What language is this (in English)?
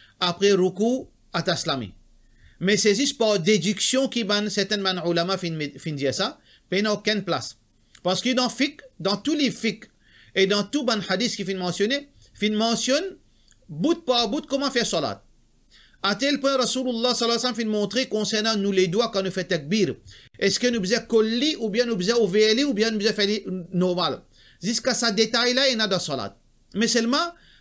Morisyen